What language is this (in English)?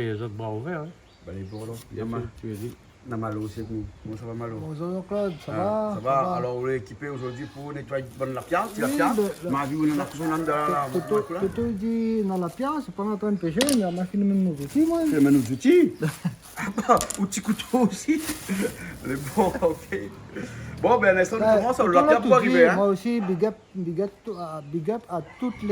Réunion Creole French